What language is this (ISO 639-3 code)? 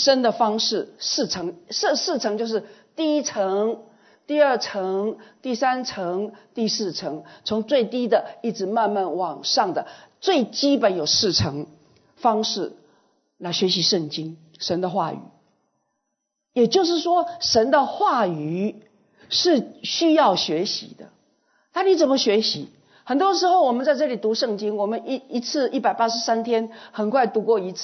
zho